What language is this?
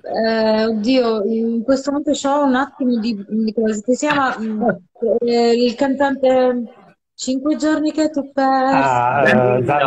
Italian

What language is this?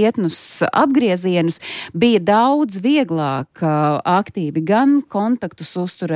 Latvian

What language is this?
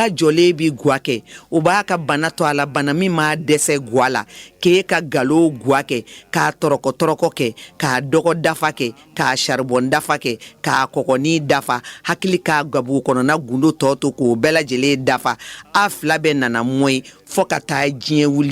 Bambara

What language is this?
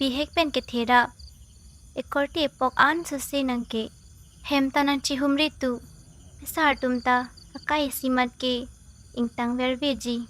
Karbi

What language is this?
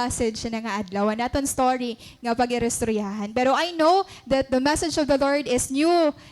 Waray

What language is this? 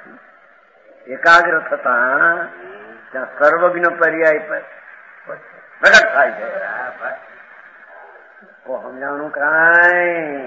Gujarati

